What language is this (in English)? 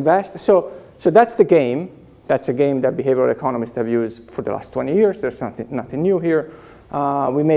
English